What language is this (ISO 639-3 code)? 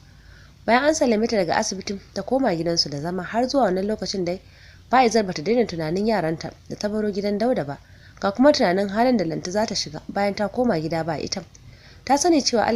hau